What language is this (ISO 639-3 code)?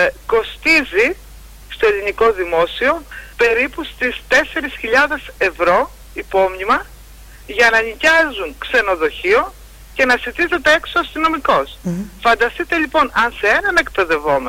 ell